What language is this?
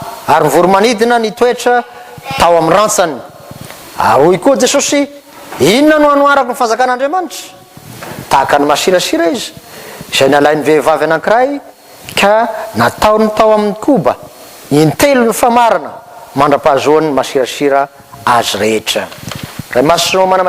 Malagasy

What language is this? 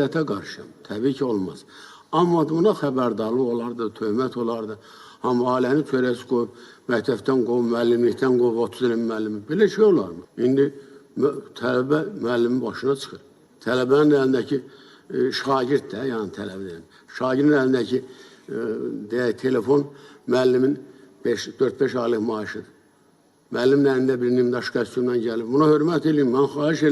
Azerbaijani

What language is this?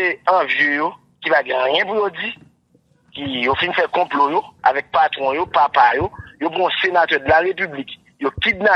Haitian Creole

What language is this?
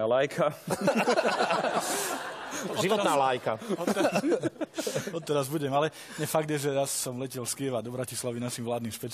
Slovak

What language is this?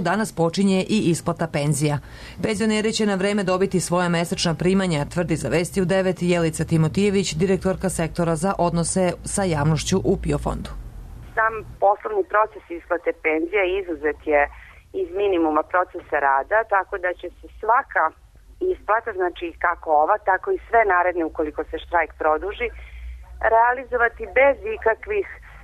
Serbian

